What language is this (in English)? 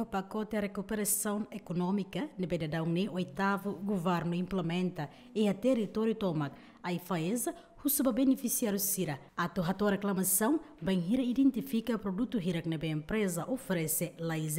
Tetum